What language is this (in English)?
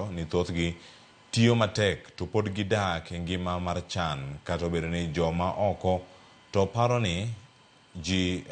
Luo (Kenya and Tanzania)